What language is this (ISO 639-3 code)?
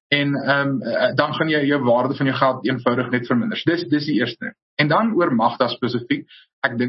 afr